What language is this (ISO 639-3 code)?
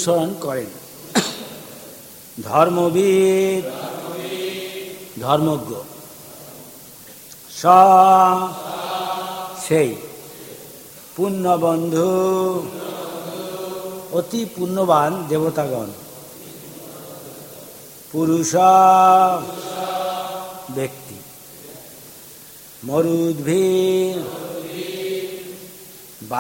ben